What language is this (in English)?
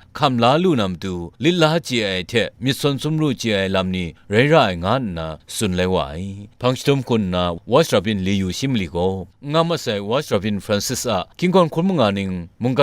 Kachin